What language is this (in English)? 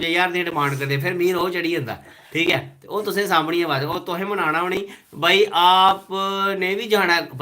Dogri